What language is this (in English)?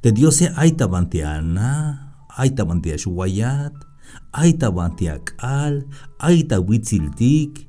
Tzeltal